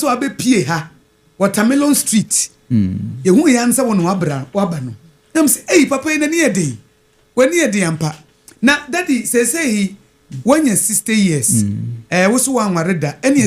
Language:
Akan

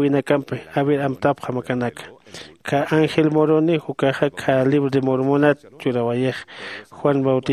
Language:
Aymara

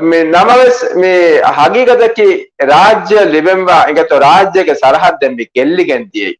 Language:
Divehi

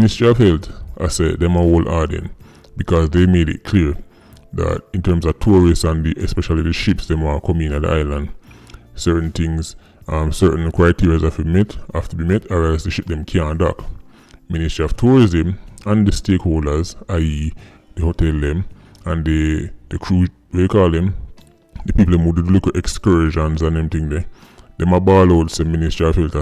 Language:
Jamaican Creole English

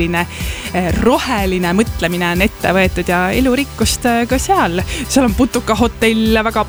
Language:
Estonian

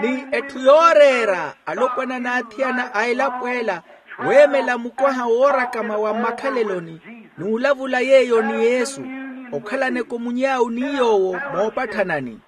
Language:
Makhuwa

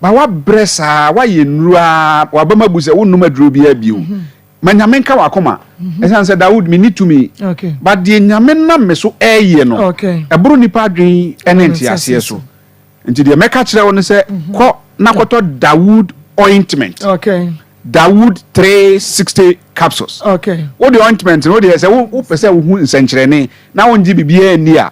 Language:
Akan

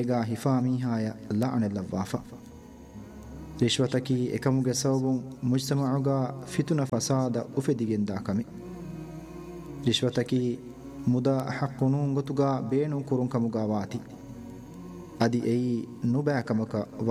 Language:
Divehi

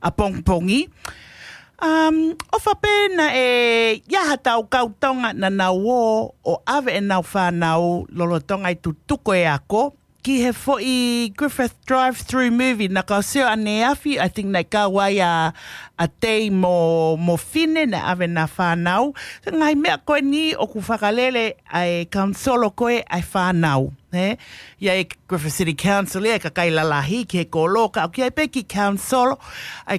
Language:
Tongan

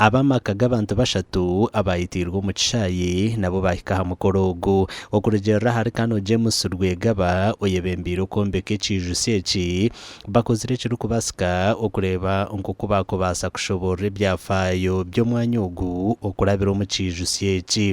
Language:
Nyankole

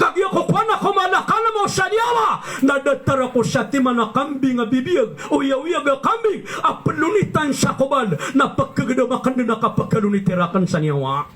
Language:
Maranao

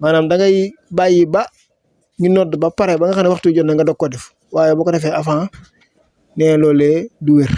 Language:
Wolof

